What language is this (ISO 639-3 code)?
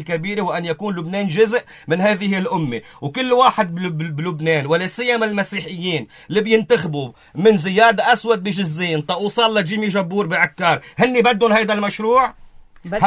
apc